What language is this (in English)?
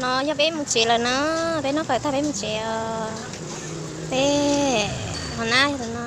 Hmong